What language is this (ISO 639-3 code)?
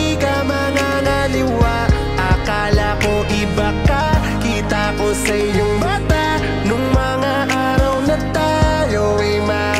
fil